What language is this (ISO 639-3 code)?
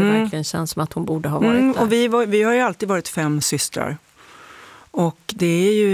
swe